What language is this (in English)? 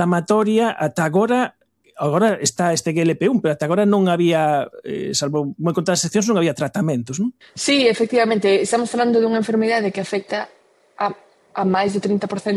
Galician